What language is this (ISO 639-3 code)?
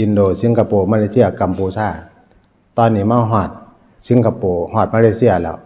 tts